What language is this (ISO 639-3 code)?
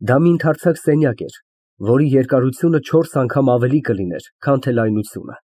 hye